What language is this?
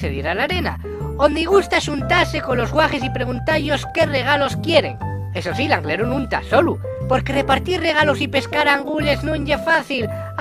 Asturian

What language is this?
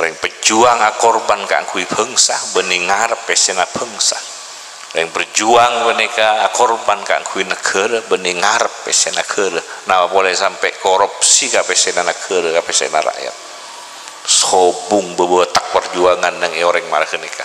Madurese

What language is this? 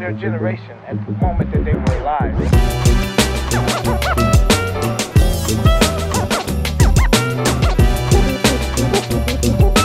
Danish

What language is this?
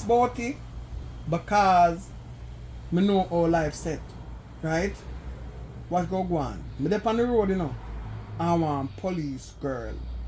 Jamaican Creole English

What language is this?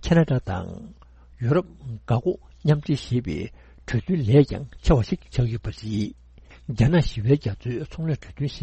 Tibetan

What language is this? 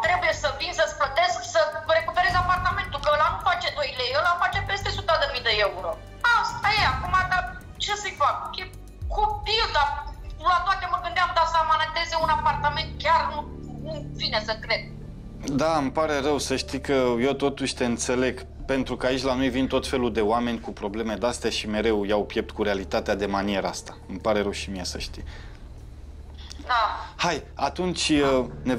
Romanian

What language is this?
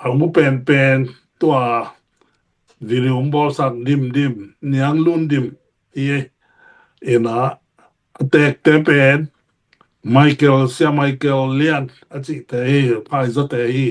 Tedim Chin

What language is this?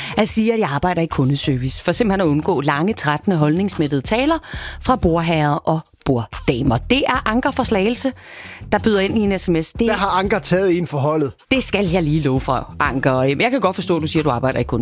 Danish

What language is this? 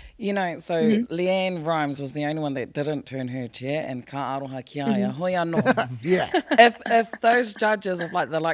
Māori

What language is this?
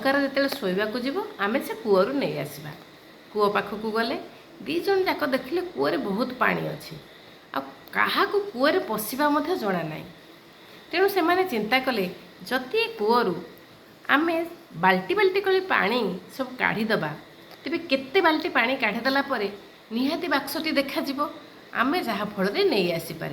Odia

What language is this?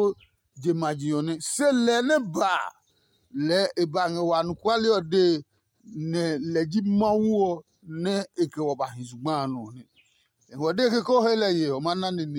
Adangme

